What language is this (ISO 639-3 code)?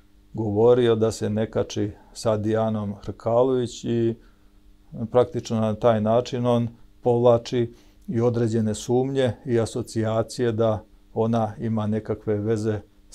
srp